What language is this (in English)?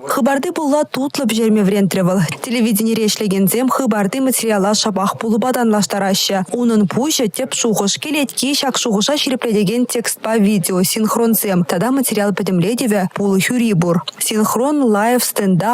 Chuvash